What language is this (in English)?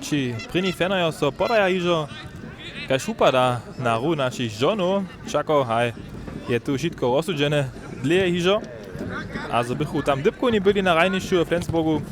Upper Sorbian